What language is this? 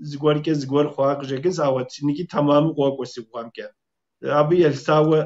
Kabardian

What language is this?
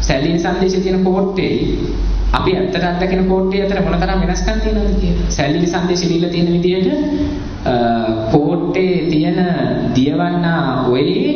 Sinhala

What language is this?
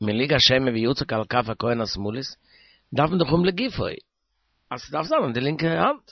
Yiddish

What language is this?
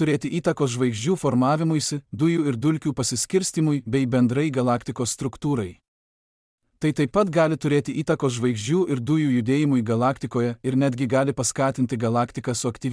Lithuanian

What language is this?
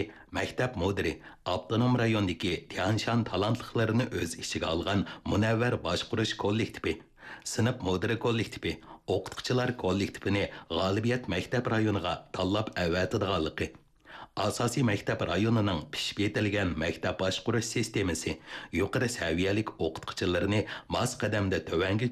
Uyghur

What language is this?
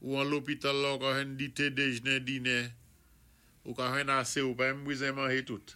Saint Lucian Creole French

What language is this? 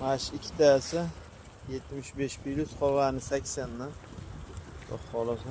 Uzbek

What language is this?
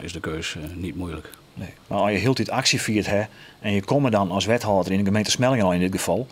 Western Frisian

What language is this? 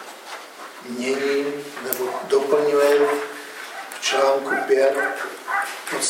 Czech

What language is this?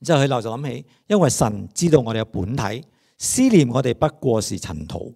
Cantonese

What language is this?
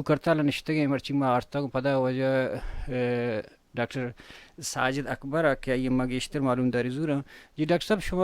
Baluchi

